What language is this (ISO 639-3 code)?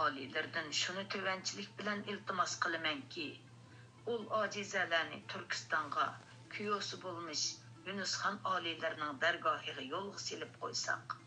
uig